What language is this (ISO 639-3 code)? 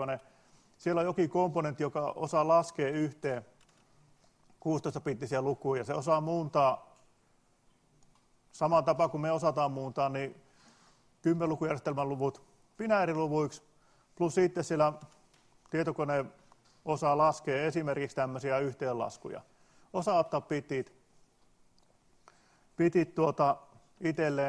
fin